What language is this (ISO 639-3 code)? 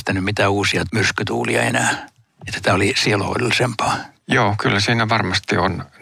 fin